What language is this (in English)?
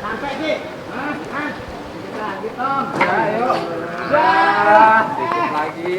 Betawi